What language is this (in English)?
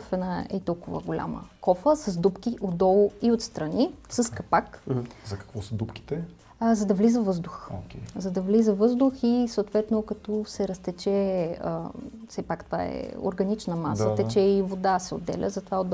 Bulgarian